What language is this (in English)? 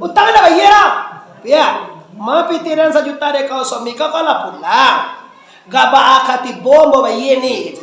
Minangkabau